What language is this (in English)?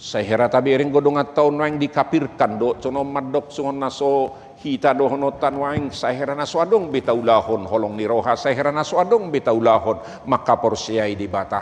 Batak Toba